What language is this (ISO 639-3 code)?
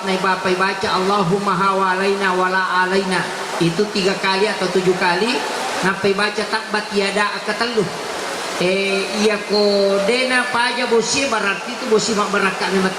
bug